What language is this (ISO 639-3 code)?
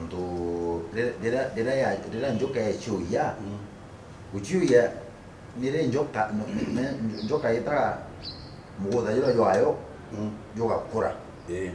mer